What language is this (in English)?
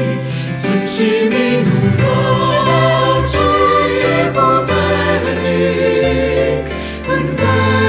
Romanian